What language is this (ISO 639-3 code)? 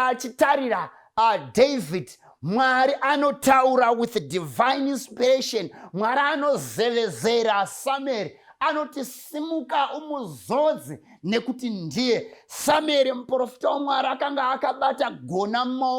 sna